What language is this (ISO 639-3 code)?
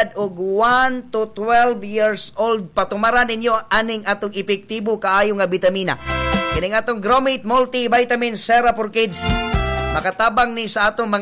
ceb